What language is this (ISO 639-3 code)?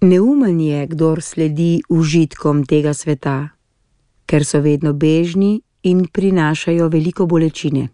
slv